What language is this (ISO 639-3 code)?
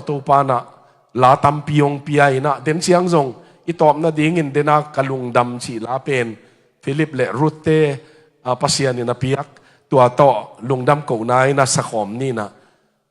ctd